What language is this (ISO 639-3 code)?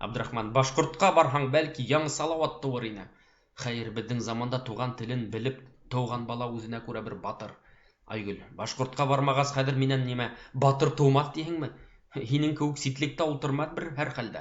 bak